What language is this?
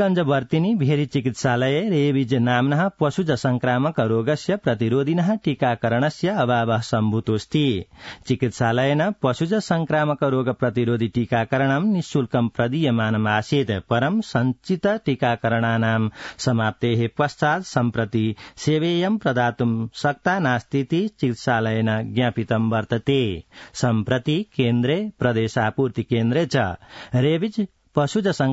Sanskrit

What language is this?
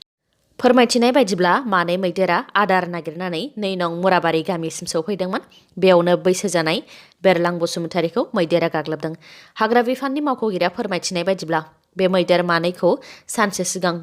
Bodo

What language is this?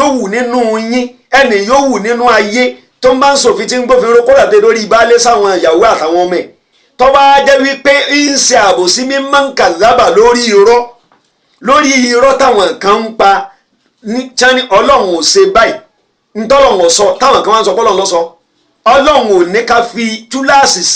Yoruba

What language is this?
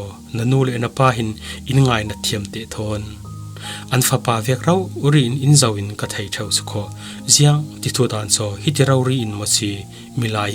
Falam Chin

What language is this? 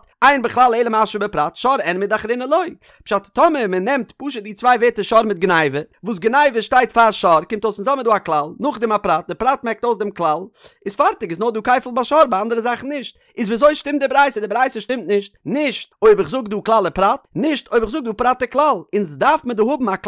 Yiddish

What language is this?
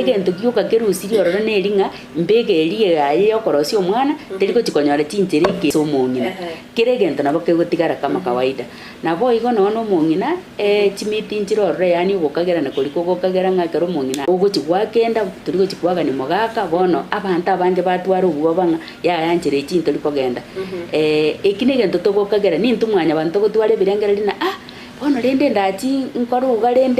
Gusii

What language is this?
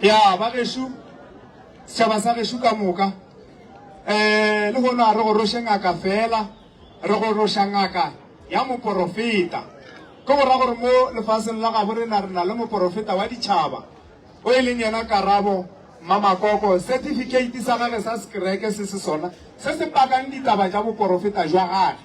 Northern Sotho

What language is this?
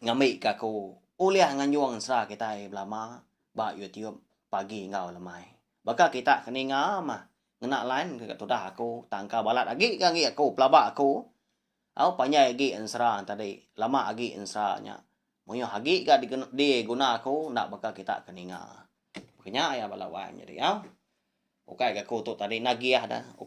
Iban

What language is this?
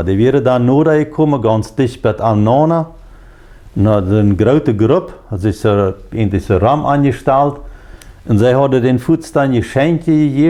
Plautdietsch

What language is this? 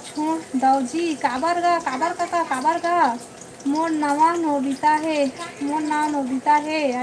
Chhattisgarhi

